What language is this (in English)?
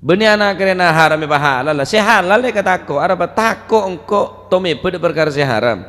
Madurese